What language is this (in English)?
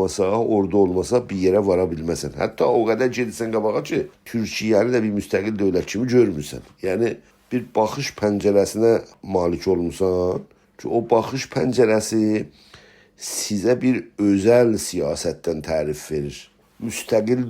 South Azerbaijani